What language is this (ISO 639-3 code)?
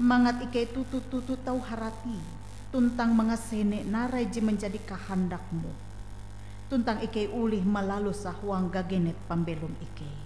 nij